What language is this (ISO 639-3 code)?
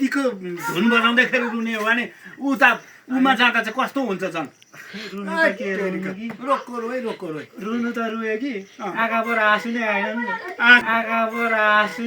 nep